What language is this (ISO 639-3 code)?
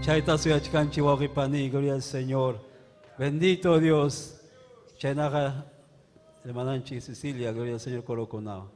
quy